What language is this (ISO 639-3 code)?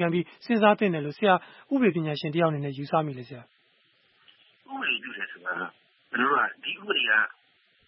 mya